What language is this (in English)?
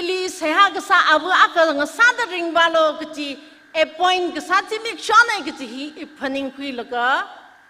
Tangkhul Naga (India)